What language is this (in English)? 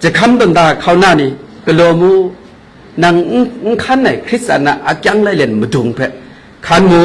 Kachin